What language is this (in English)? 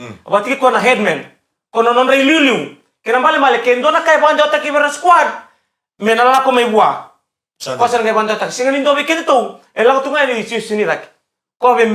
Fijian